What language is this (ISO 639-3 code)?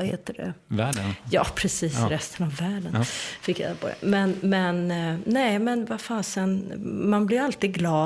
swe